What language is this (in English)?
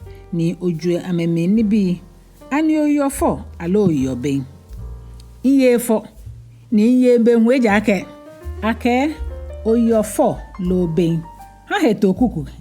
Ga